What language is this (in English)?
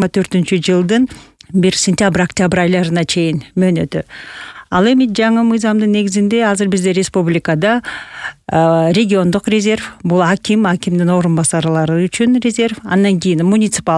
Kyrgyz